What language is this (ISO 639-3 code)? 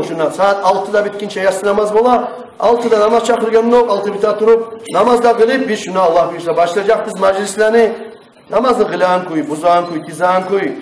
kum